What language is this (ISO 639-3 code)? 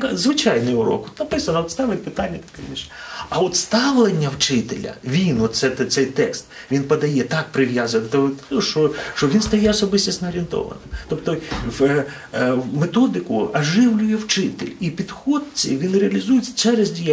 ukr